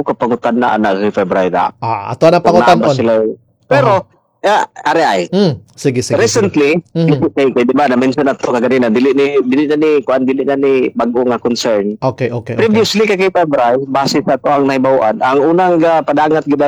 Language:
Cebuano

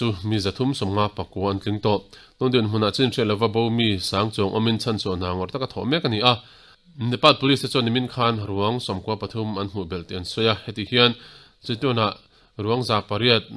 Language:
Mizo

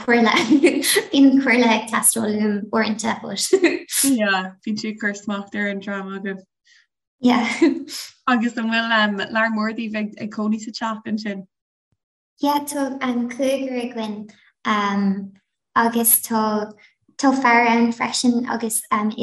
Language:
Irish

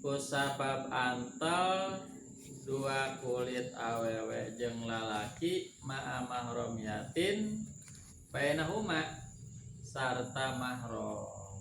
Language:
Sundanese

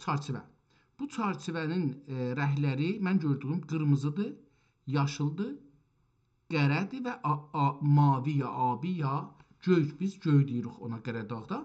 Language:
South Azerbaijani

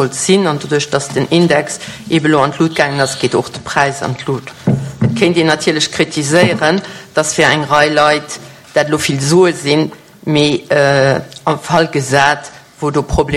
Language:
Luxembourgish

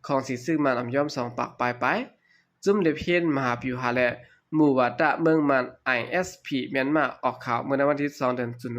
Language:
Shan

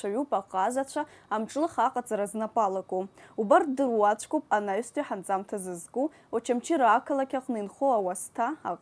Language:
Abkhazian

